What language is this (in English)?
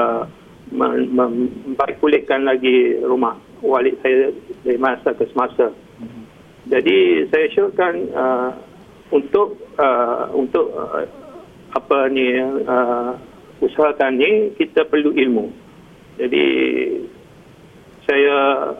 Malay